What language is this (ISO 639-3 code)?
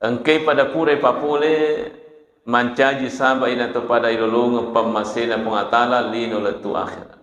bug